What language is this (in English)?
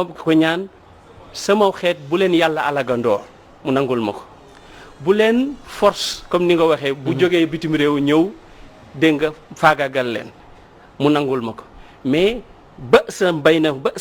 Wolof